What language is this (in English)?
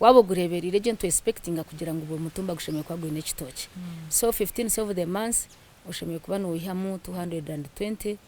Nyankole